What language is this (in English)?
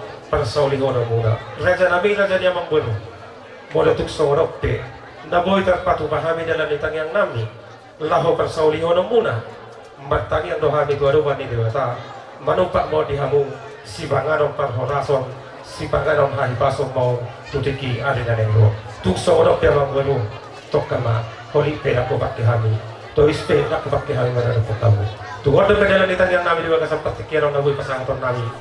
Batak Toba